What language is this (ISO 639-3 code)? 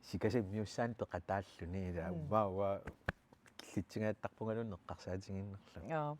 kal